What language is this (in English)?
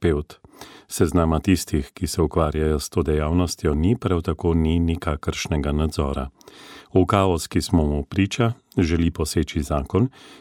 Slovenian